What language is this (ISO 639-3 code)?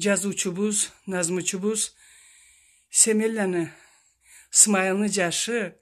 krc